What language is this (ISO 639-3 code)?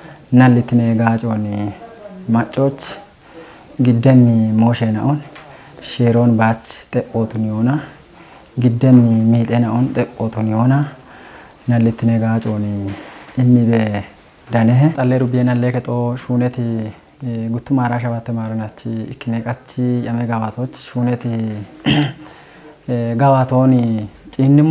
kbr